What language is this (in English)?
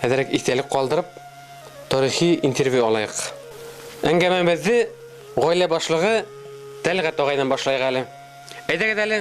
Bashkir